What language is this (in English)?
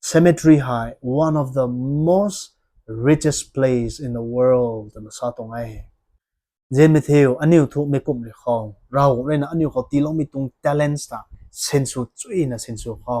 Rongmei Naga